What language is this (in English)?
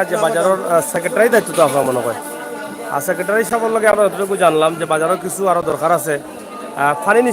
Sylheti